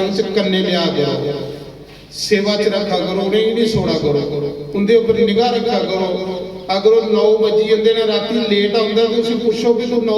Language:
Dogri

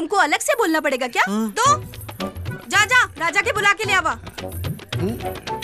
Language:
Bhojpuri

